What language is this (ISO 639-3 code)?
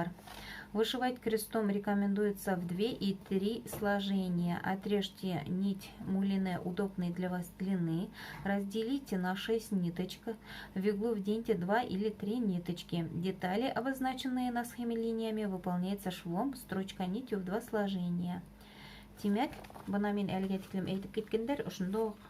bak